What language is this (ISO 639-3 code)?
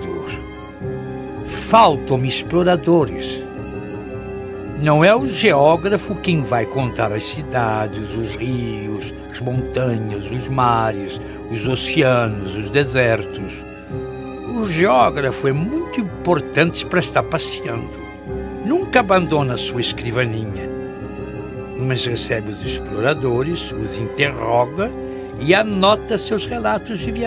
por